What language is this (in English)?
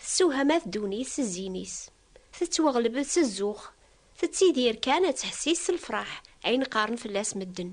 Kabyle